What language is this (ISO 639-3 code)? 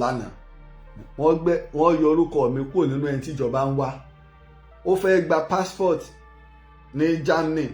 yor